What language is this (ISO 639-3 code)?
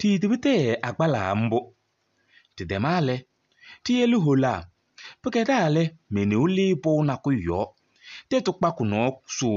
kbp